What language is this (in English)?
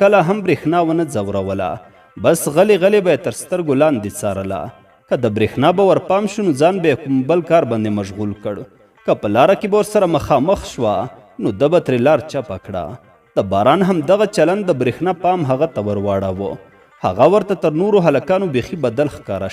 Pashto